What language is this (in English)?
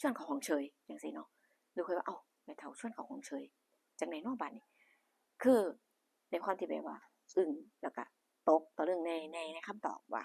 Northeastern Thai